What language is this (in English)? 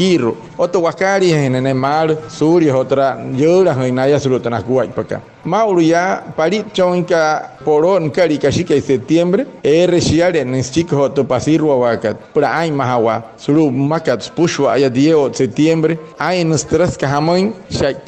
Wayuu